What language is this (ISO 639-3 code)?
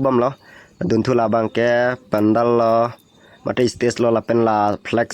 mjw